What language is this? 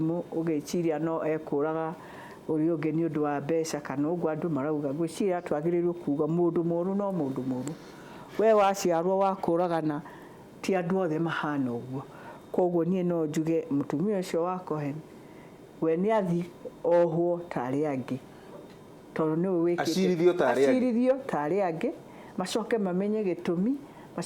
Kikuyu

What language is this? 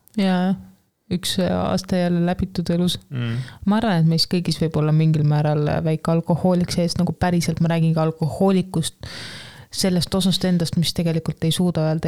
Estonian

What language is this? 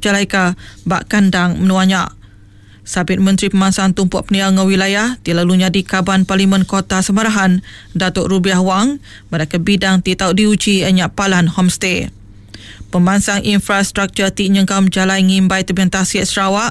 Iban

